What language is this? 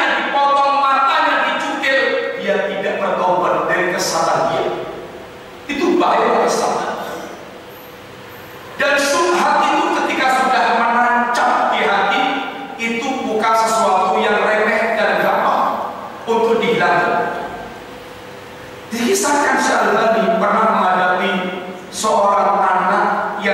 Indonesian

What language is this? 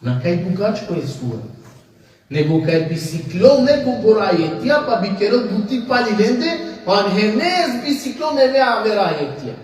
Balkan Romani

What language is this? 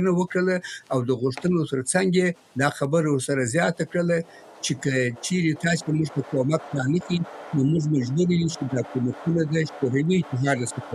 Pashto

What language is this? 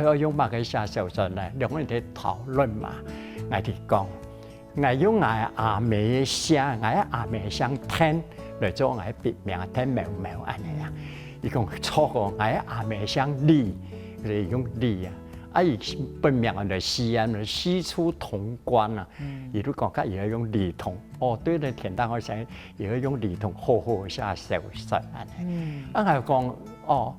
Hakka Chinese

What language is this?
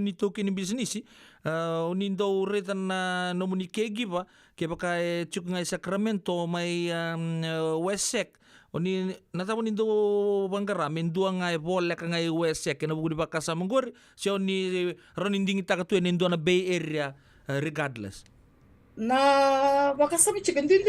Fijian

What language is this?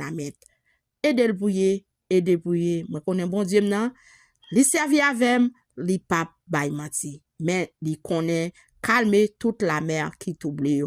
Haitian Creole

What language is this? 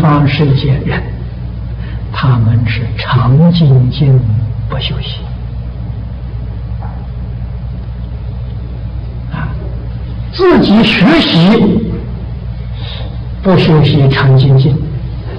Chinese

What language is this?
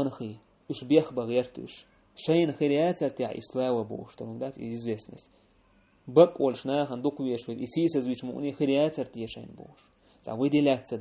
Chechen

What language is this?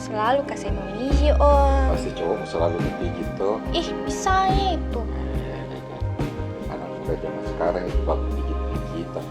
Makassar Malay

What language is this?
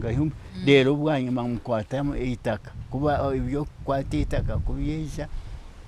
Nyankole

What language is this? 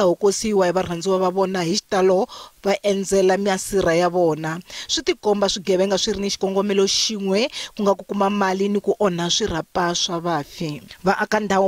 Tsonga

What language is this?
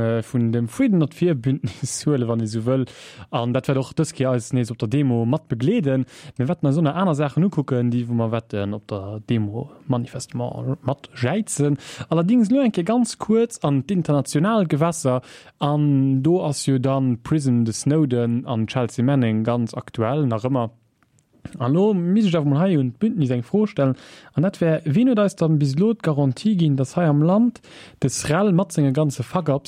Luxembourgish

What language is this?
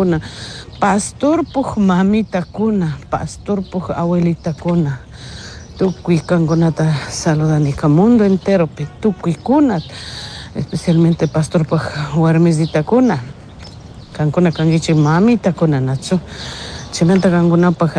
Chimborazo Highland Quichua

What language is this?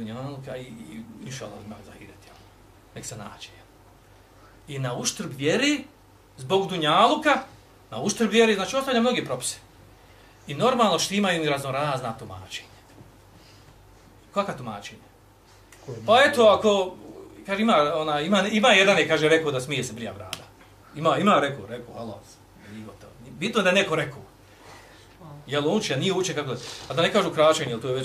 Bosnian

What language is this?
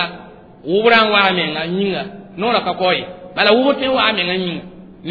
Mossi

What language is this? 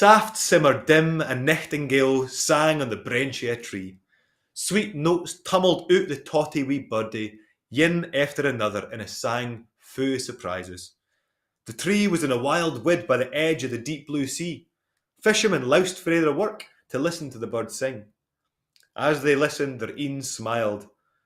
Scots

